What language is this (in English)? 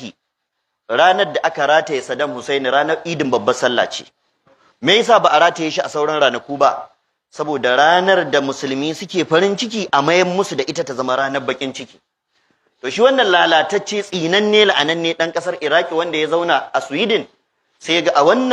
Hausa